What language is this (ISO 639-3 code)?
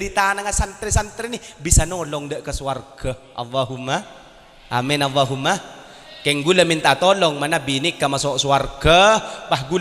mad